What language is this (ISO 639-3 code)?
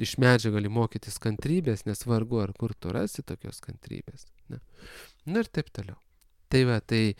lit